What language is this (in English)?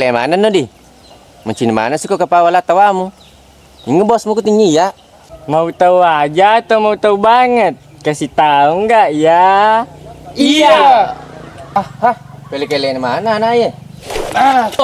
Buginese